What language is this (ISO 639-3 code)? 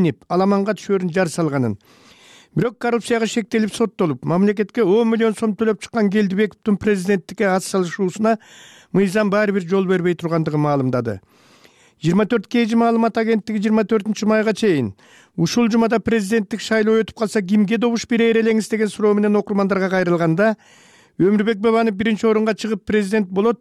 kir